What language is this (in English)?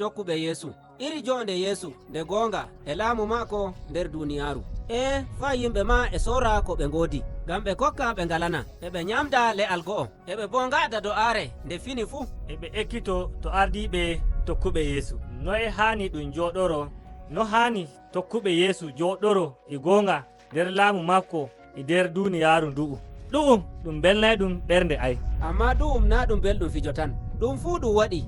Nigerian Fulfulde